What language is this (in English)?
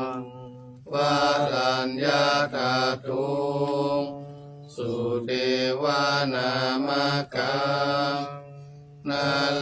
Pali